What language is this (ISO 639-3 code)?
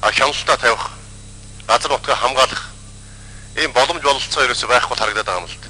mon